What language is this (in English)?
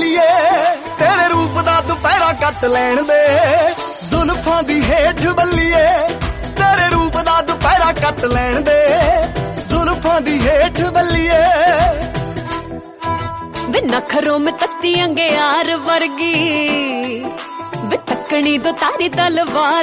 Punjabi